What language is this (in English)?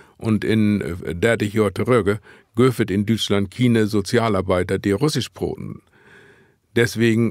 Low German